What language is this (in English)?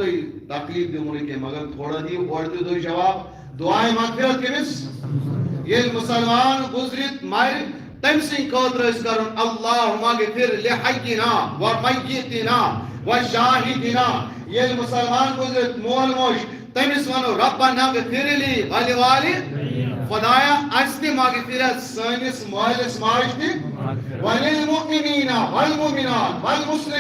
Kashmiri